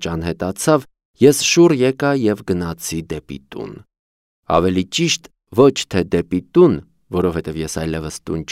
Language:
Armenian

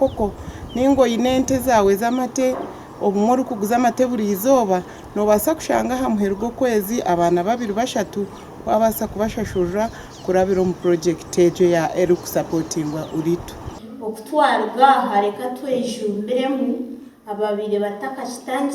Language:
Nyankole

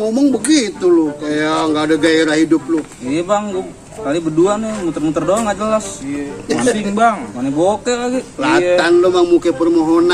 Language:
Betawi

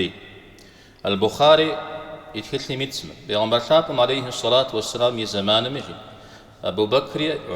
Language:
Kabardian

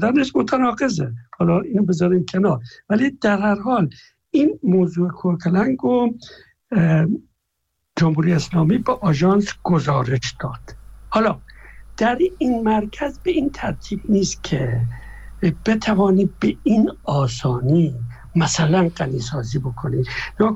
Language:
Persian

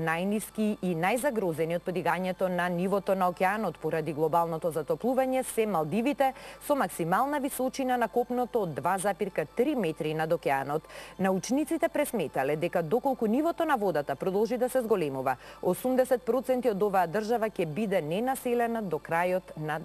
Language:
Macedonian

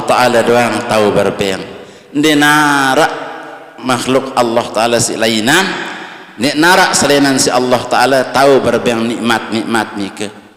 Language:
Sasak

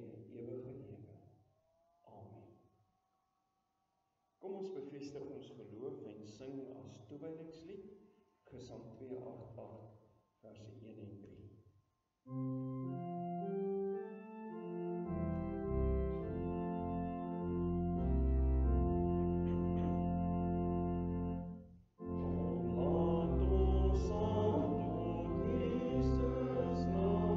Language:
Afrikaans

